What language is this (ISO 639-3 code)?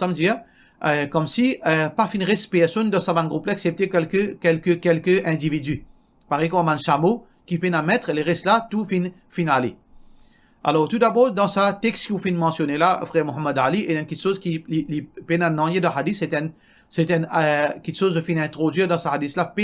mfe